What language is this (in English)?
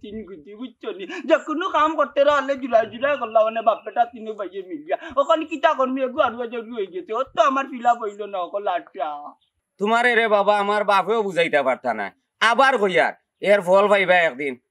Sylheti